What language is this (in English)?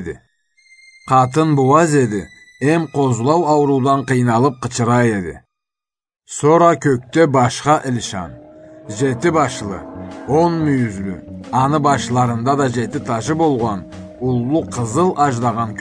Karachay-Balkar